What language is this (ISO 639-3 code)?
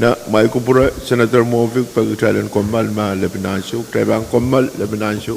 pon